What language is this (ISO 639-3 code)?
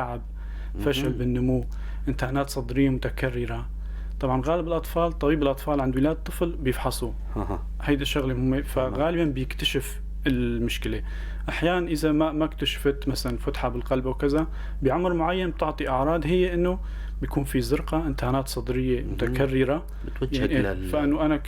apc